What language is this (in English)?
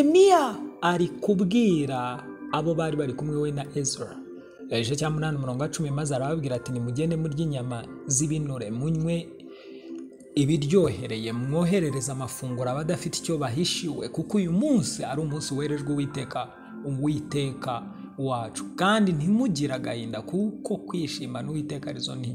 Kinyarwanda